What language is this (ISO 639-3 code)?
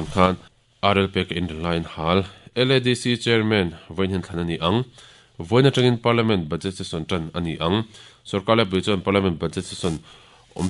lus